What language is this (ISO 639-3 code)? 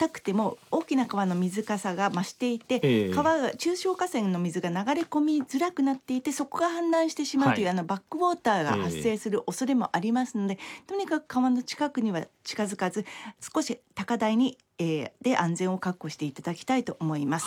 jpn